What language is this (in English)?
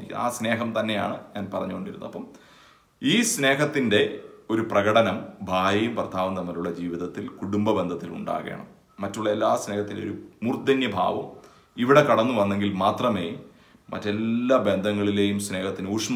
Malayalam